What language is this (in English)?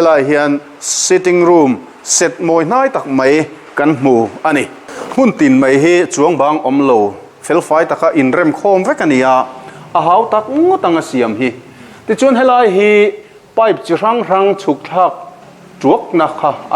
Mizo